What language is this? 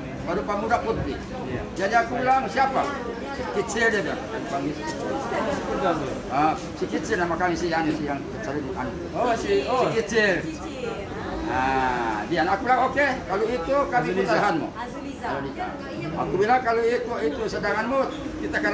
Malay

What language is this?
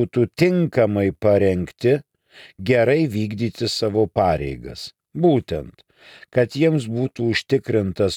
Lithuanian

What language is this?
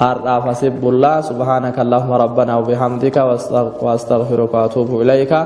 Oromo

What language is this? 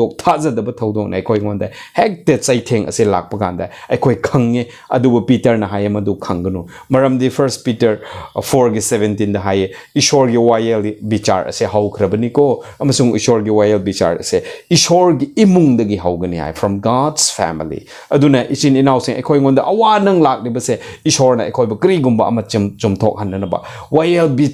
Manipuri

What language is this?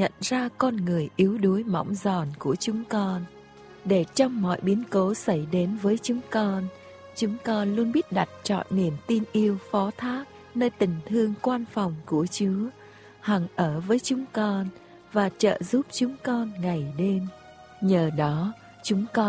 Vietnamese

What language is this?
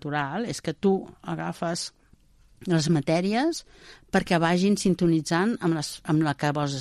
Catalan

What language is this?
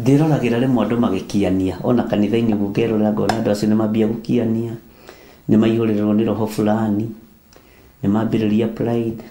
Kikuyu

